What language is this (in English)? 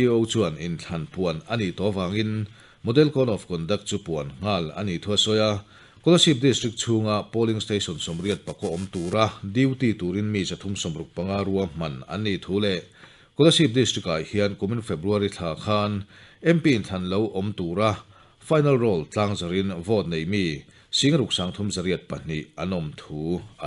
Mizo